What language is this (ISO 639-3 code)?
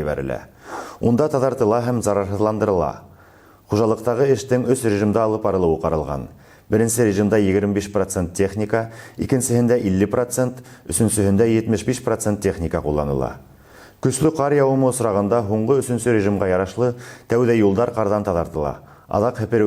bak